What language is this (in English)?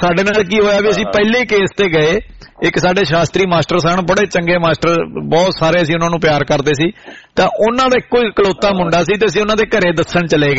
Punjabi